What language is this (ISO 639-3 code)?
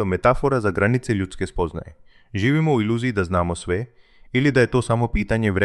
hrv